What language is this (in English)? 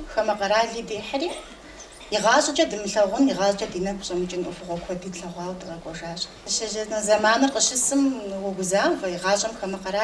Kabardian